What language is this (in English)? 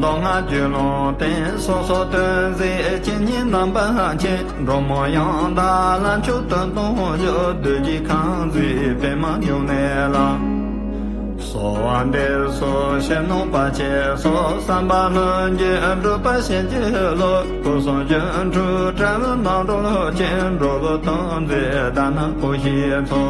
Tibetan